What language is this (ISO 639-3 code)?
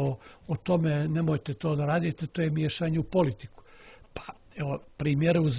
bos